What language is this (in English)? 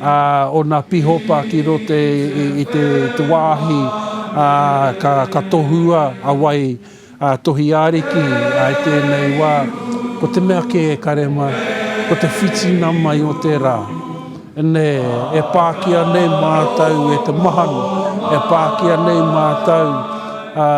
Māori